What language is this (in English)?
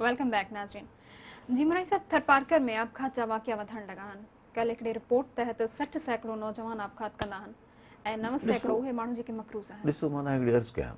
Sindhi